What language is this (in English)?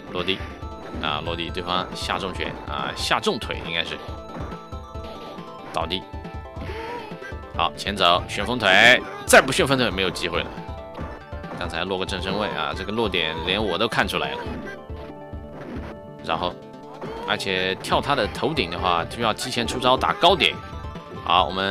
Chinese